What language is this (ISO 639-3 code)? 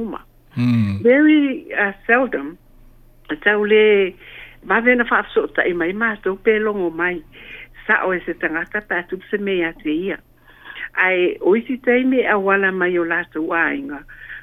smo